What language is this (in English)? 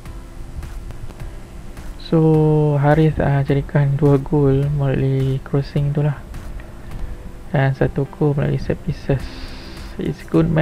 Malay